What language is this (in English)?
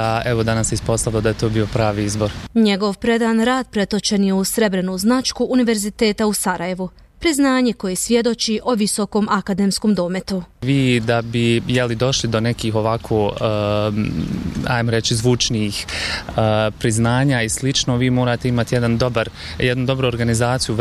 Bosnian